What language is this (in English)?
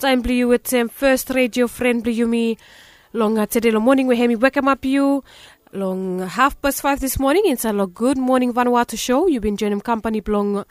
Bislama